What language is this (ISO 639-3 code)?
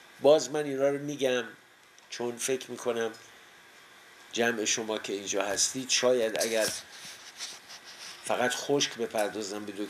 fas